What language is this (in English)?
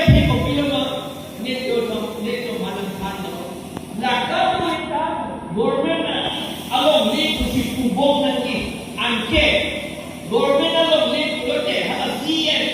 Karbi